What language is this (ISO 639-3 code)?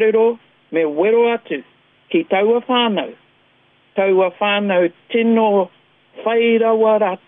mri